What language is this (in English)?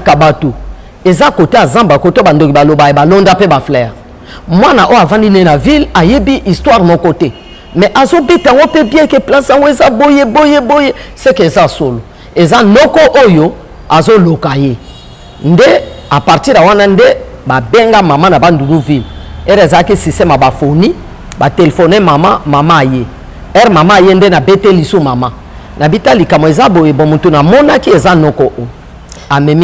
Lingala